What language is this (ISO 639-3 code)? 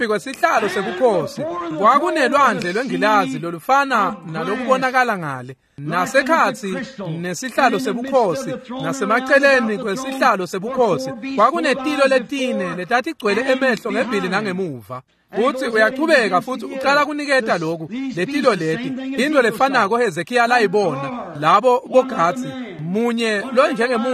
ssw